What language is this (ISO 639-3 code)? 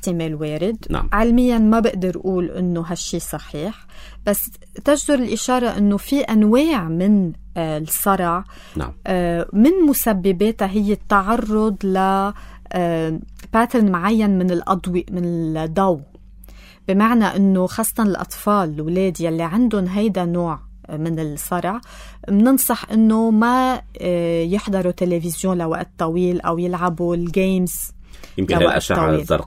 apc